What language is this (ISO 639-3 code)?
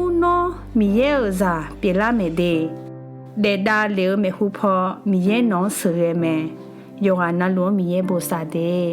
ahk